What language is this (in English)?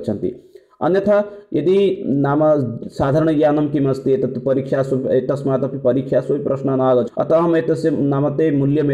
Sanskrit